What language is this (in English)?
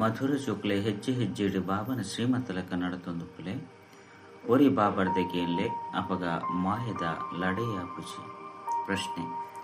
Tulu